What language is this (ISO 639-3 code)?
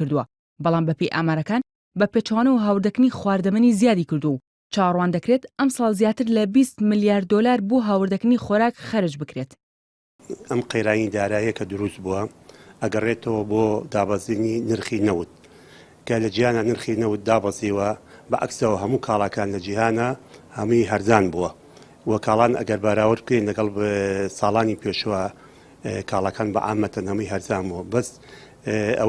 ckb